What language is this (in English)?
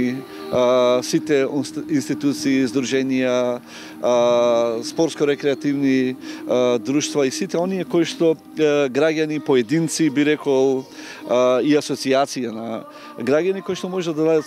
Macedonian